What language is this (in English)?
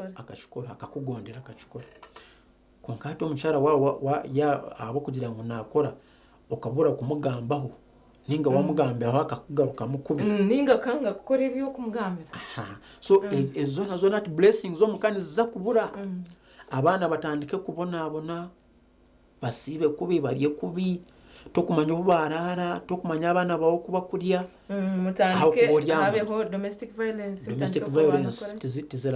Nyankole